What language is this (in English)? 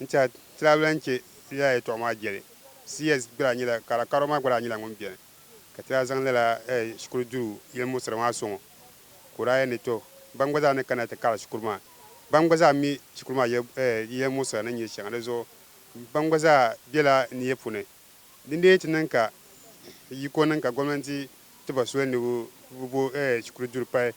Dagbani